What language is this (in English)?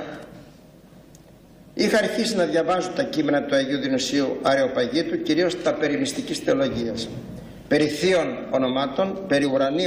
Greek